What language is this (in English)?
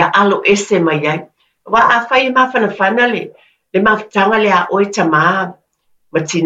Samoan